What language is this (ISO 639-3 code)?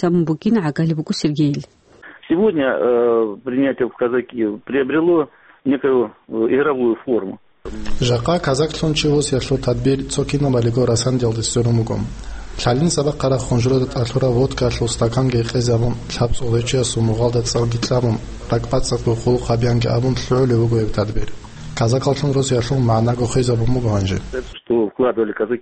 ava